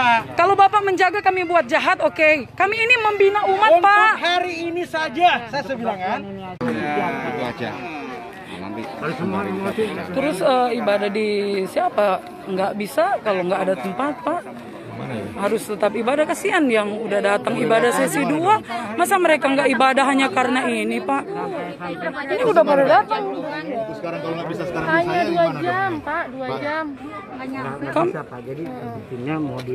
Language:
Indonesian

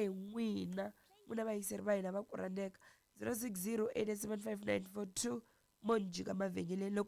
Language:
Tsonga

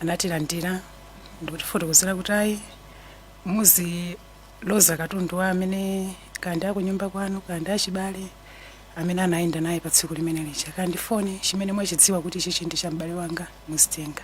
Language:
Nyanja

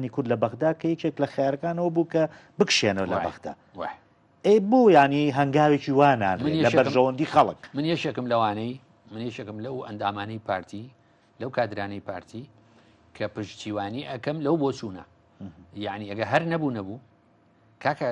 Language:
Central Kurdish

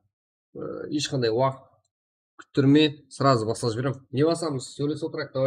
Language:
Kara-Kalpak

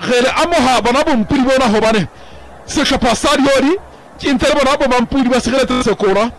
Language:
Southern Sotho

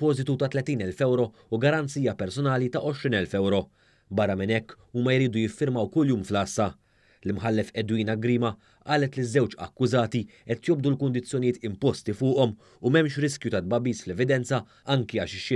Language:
Maltese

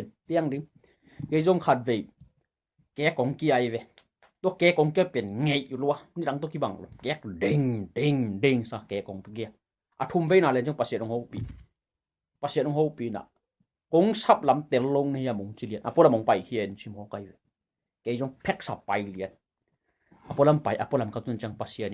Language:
Tedim Chin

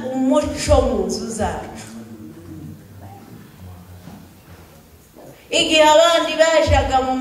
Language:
Kinyarwanda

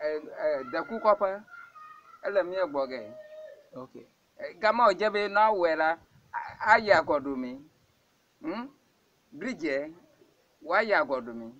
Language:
Ewe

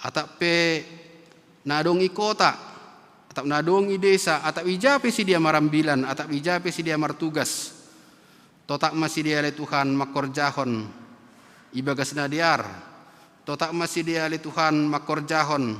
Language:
Batak Simalungun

